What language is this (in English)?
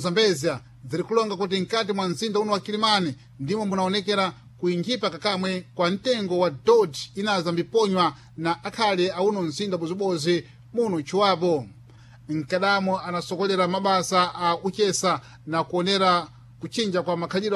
Sena